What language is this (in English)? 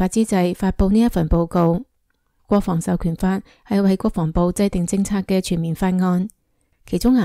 Cantonese